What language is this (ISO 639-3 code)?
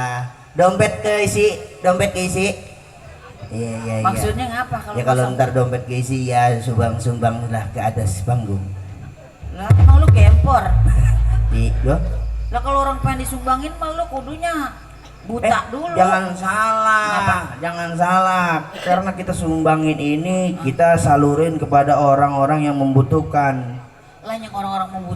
bew